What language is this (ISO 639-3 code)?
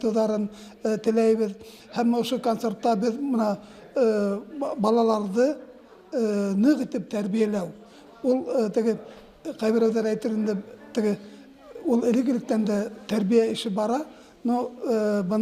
bak